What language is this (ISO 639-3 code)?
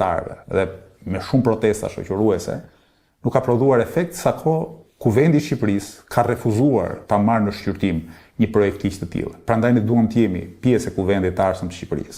sqi